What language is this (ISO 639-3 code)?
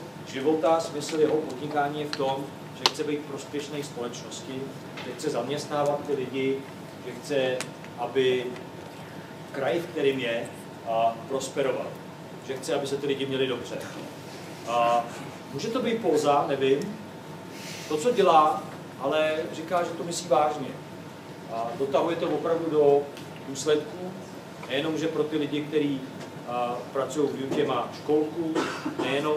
ces